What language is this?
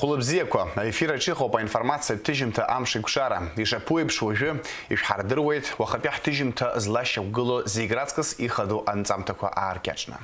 Abkhazian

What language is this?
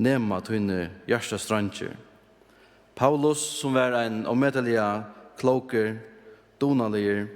Faroese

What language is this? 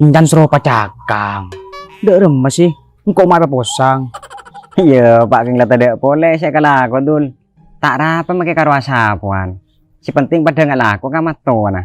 Madurese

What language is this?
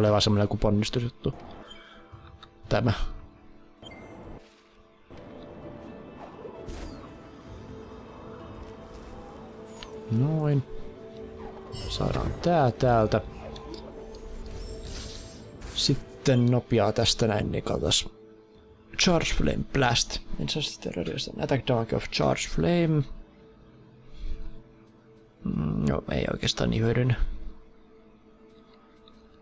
Finnish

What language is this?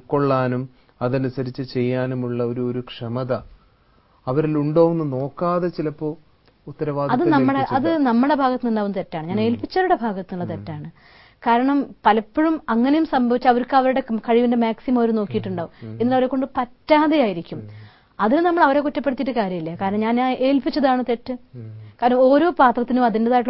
Malayalam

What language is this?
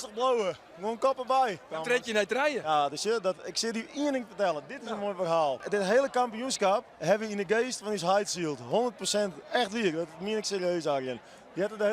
Western Frisian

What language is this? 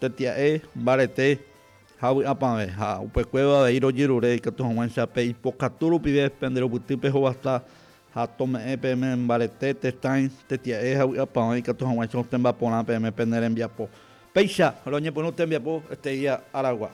Guarani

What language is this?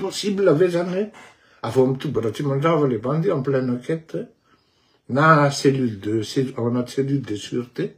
Malagasy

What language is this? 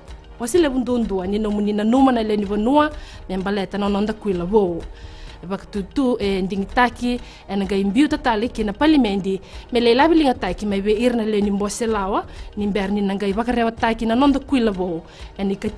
Fijian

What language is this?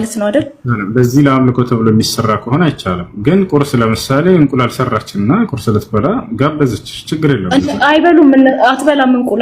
Amharic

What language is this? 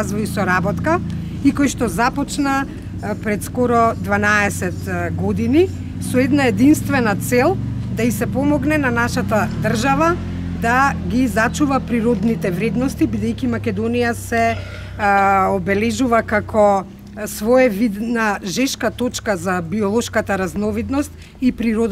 Macedonian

